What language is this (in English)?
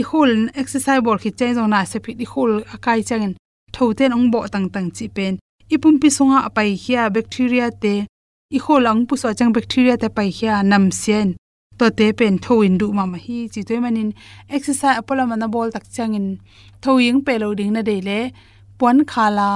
Tedim Chin